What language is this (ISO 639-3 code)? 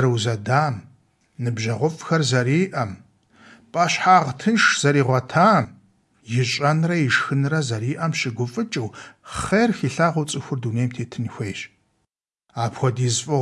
kbd